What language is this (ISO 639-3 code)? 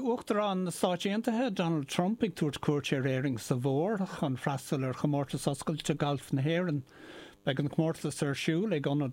gle